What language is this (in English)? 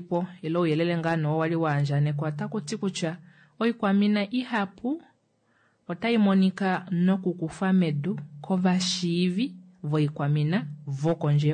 Kuanyama